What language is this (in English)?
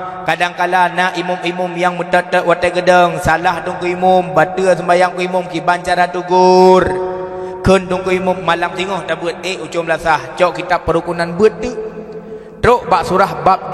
Achinese